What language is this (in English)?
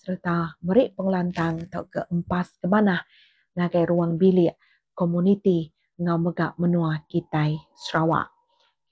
Iban